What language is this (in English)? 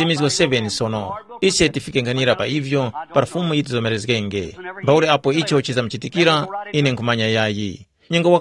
Tumbuka